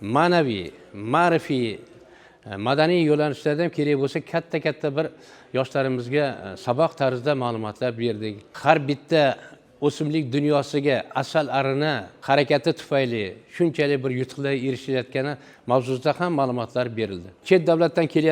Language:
Uzbek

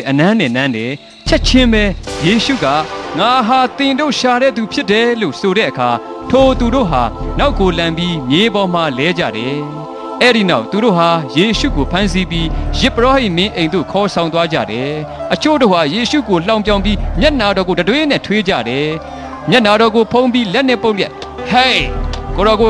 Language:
Burmese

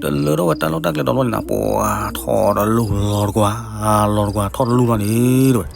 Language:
S'gaw Karen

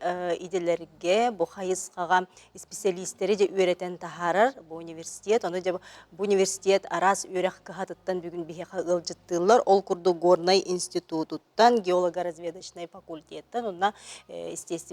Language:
Yakut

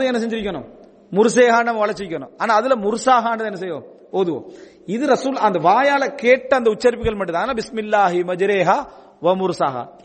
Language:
Tamil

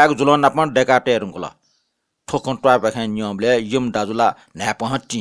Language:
Newari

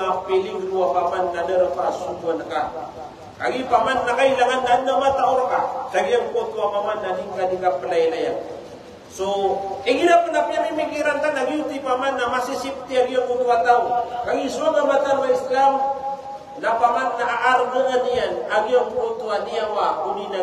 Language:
Maranao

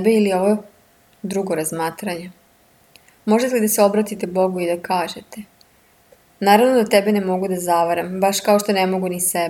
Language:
Serbian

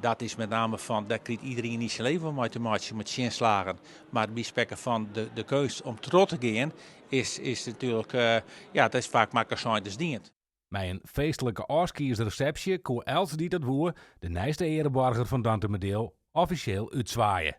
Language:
Western Frisian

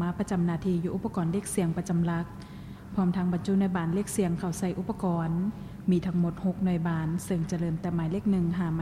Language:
Lao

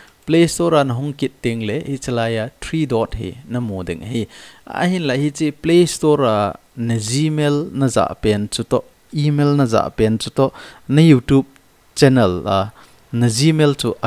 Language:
Thado Chin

